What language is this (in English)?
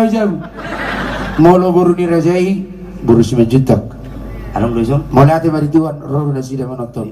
Batak Toba